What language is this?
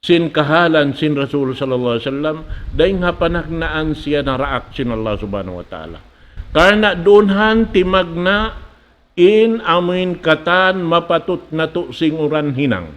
Tausug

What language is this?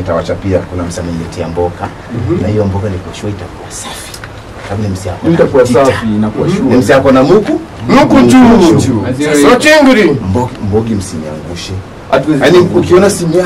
Swahili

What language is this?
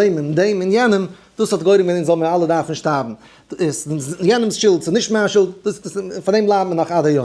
Yiddish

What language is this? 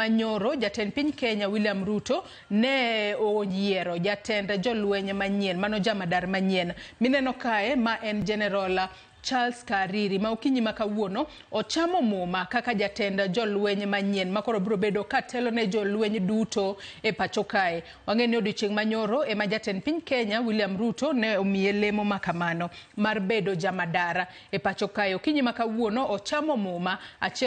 Luo (Kenya and Tanzania)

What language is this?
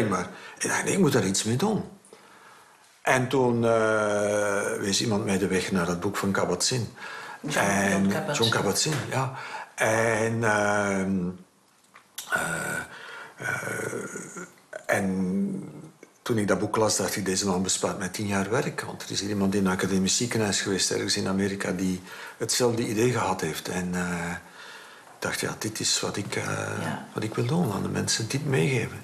Dutch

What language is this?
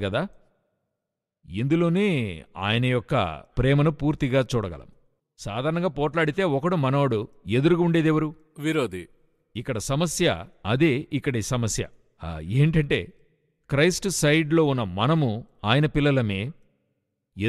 Telugu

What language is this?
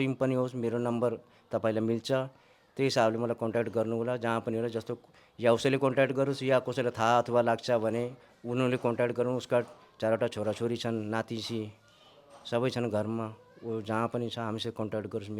Nepali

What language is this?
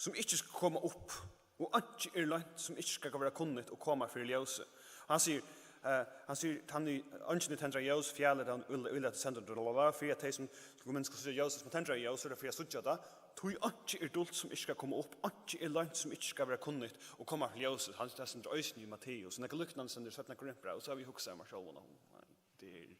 Faroese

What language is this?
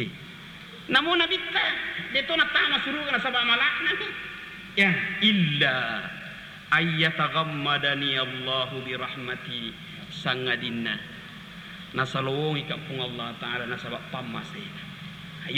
Buginese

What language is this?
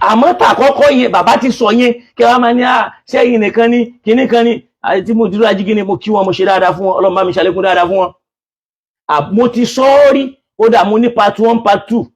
Yoruba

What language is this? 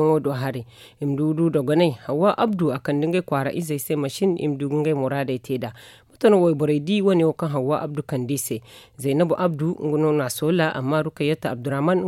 Zarma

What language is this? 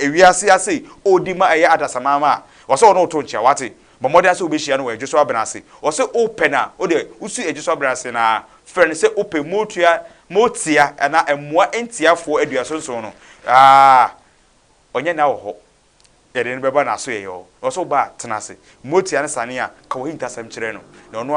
Akan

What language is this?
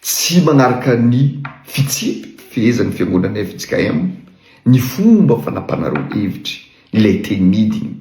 Malagasy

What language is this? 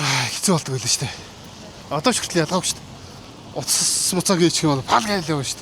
Mongolian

